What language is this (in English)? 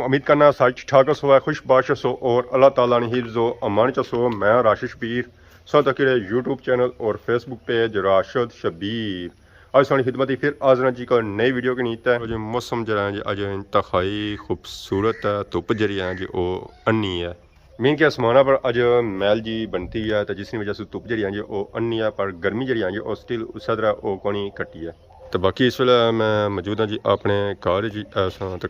Pahari-Potwari